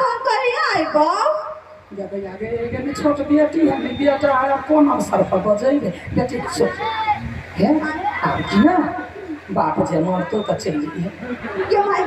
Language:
Maithili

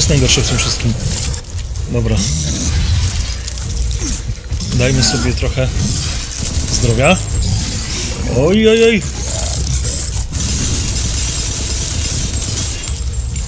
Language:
Polish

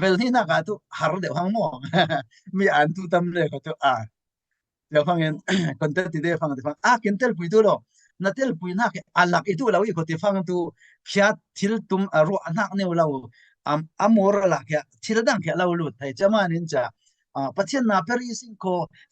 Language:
Falam Chin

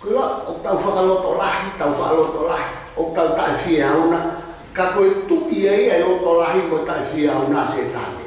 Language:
Tongan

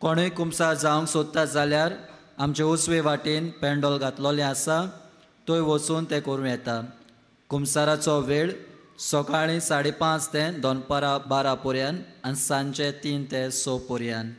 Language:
Konkani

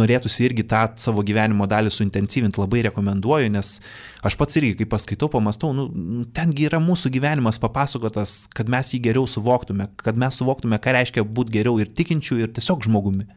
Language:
Lithuanian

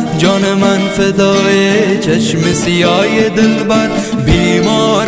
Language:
Persian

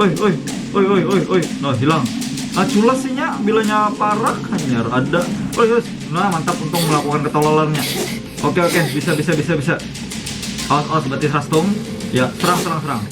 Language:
Banjar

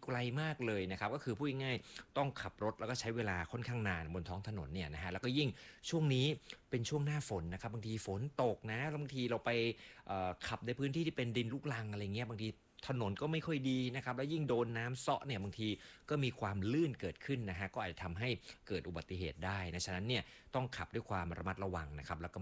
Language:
Thai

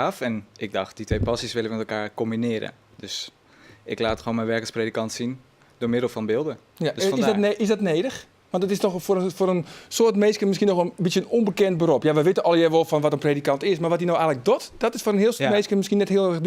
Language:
Western Frisian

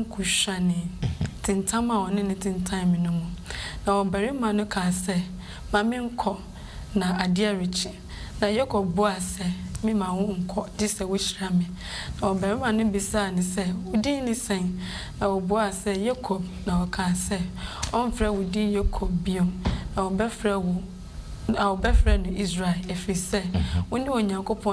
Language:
Akan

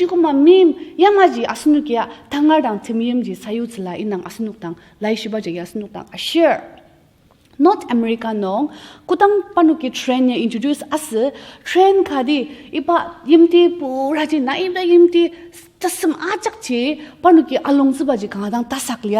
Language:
Ao Naga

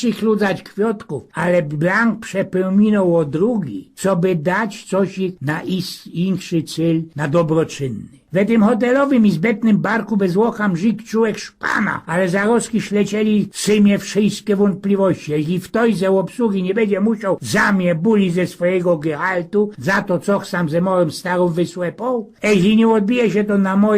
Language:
Silesian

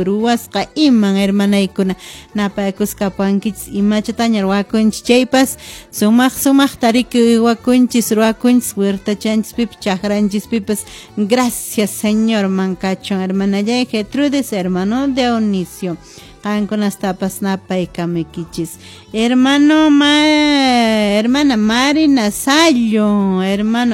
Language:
Quechua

